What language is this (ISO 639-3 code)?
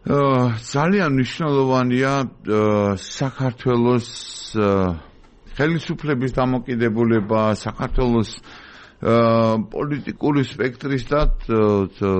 kat